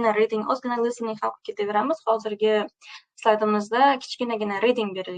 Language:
Uzbek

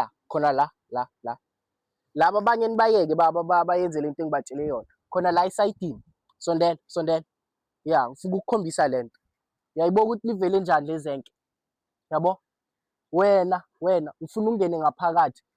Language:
Zulu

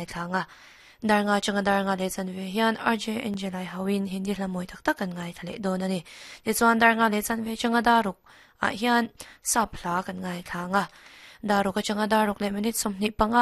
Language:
Mizo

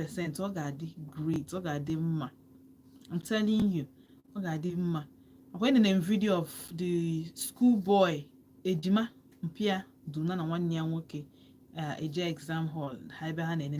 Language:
Igbo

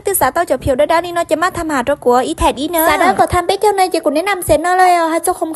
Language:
Hmong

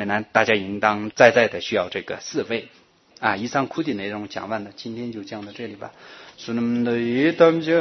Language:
Chinese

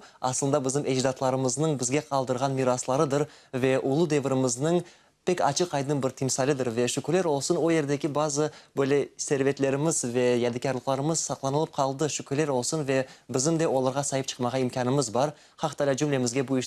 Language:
Crimean Tatar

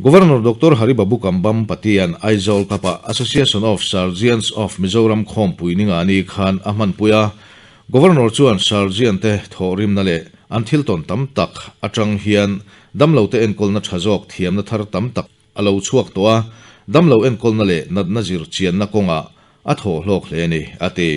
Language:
Mizo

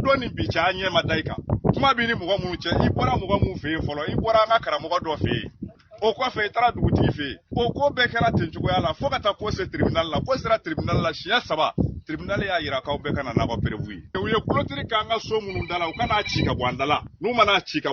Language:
Bambara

